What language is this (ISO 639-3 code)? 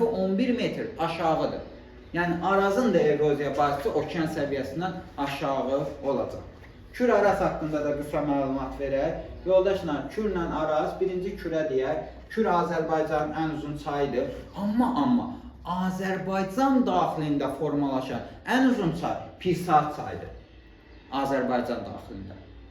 aze